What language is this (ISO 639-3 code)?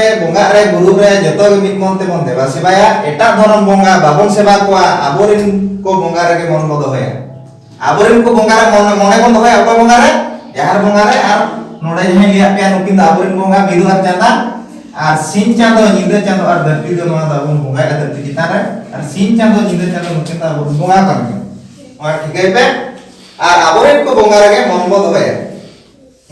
sat